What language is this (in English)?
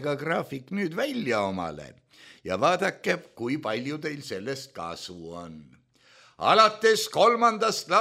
Estonian